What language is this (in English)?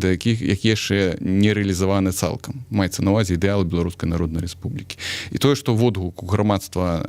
Belarusian